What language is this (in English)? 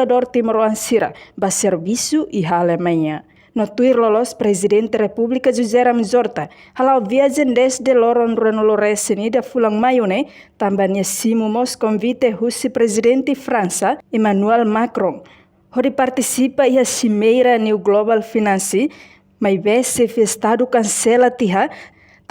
Tetum